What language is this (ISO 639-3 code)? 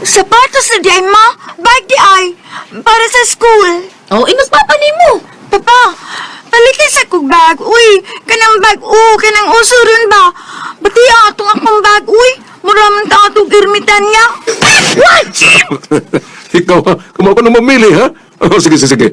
ceb